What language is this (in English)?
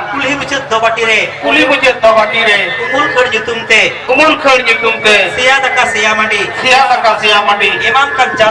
Santali